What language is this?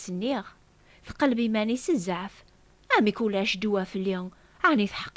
Kabyle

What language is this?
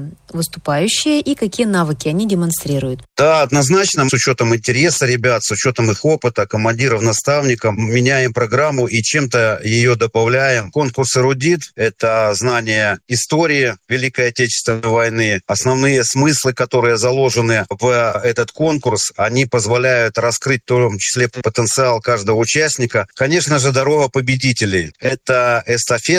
Russian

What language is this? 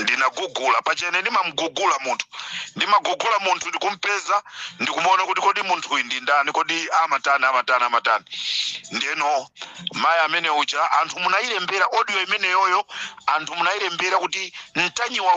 Nyanja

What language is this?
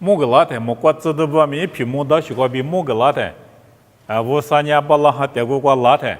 Lisu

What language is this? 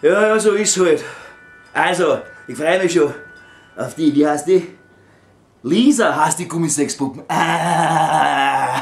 Bavarian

